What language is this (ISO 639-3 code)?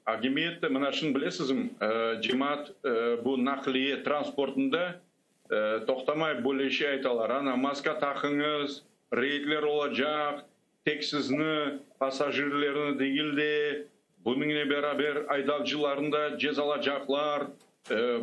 crh